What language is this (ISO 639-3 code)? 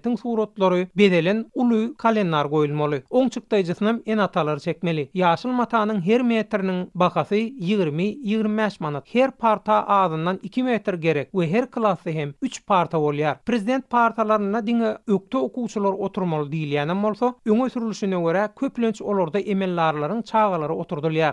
tuk